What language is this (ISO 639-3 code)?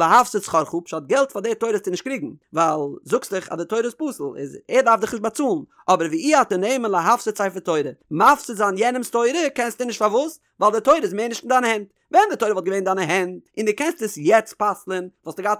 yid